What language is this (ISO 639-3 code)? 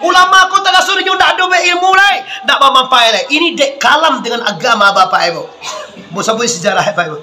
min